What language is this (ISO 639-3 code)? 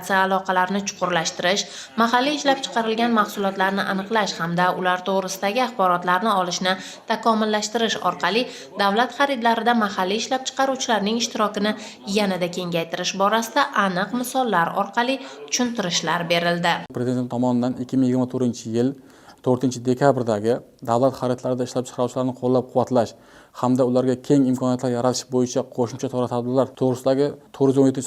uzb